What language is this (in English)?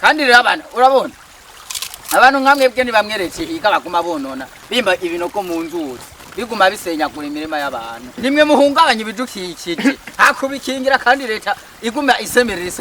Rundi